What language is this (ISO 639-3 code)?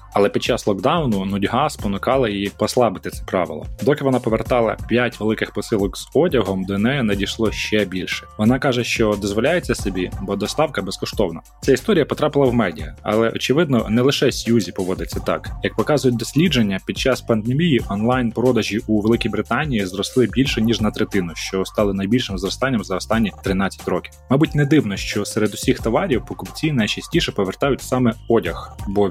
ukr